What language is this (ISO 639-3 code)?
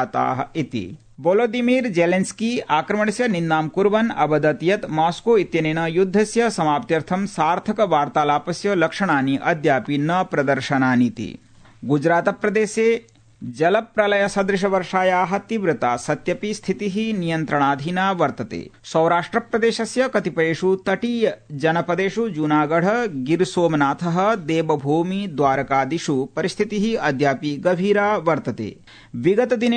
san